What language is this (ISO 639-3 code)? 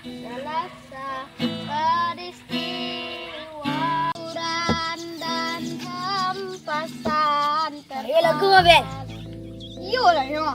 min